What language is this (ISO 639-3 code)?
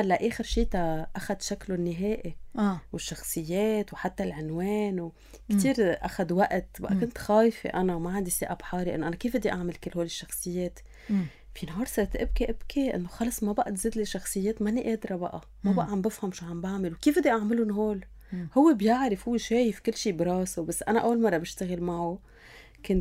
apc